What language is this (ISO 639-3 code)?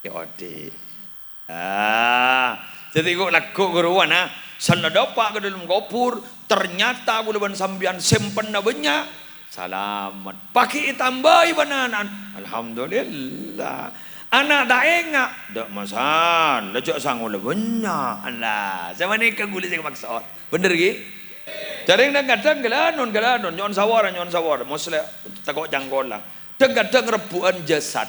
mad